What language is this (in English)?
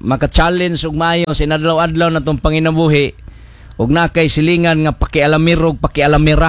Cebuano